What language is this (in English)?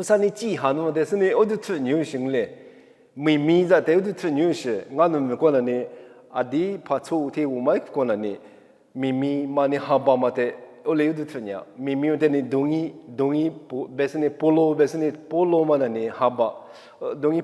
Lisu